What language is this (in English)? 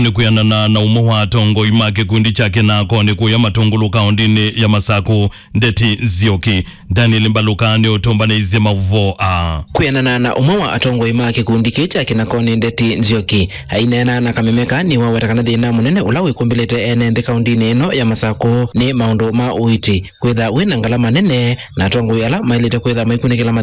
Kamba